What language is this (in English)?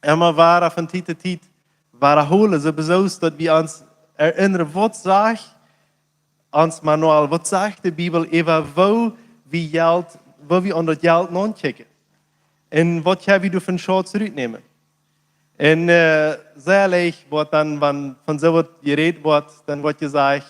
Plautdietsch